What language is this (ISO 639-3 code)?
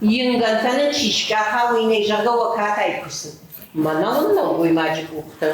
oss